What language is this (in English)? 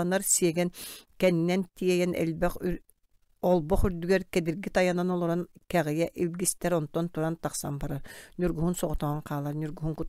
Yakut